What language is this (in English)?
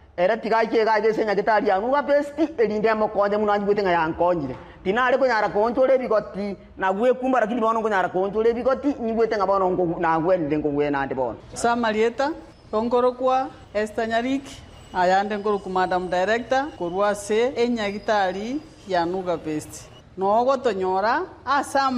Gusii